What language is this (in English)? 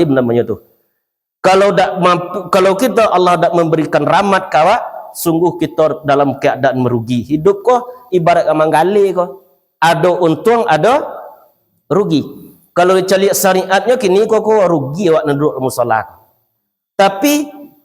Minangkabau